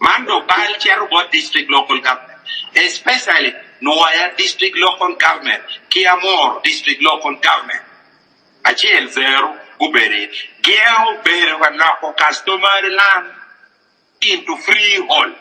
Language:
Acoli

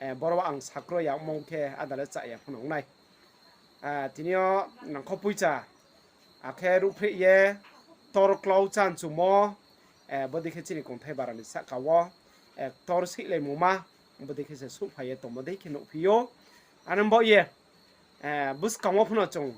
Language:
Riang (India)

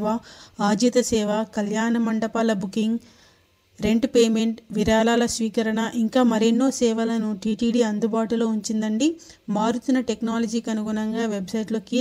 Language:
Telugu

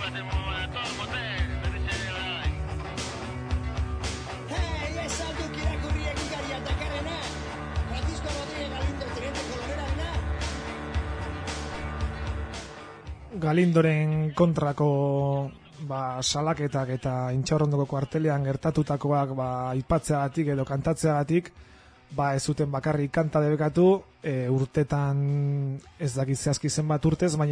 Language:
Basque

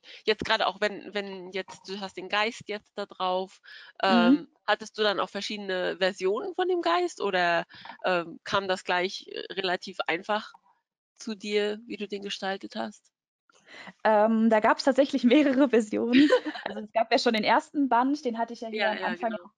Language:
German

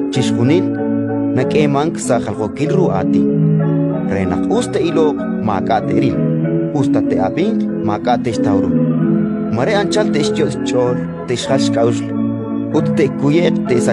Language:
Kekchí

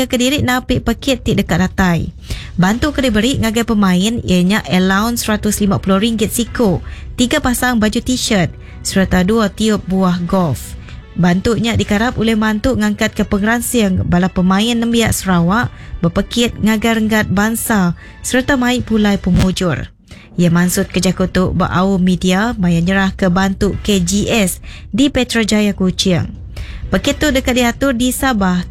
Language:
Iban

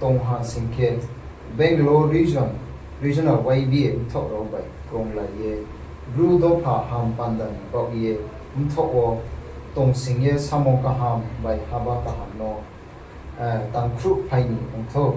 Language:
Riang (India)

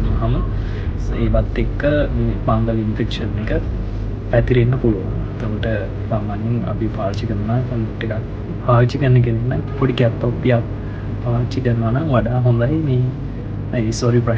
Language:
Sinhala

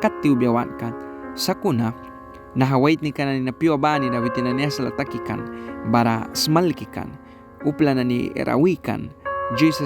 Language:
Mískito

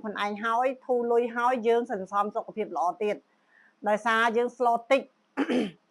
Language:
Khmer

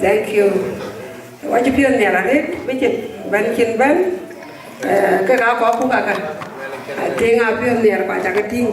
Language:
Dinka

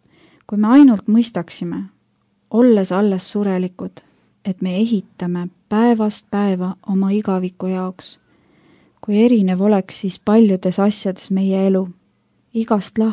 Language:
Estonian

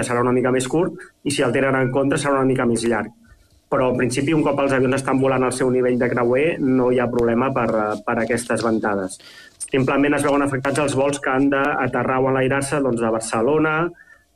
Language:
Catalan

